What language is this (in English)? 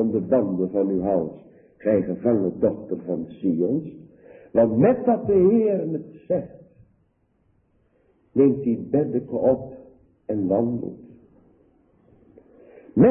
Dutch